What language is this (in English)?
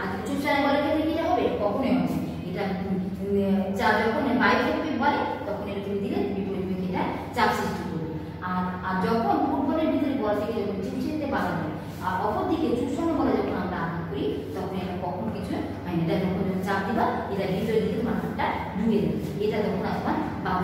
Bangla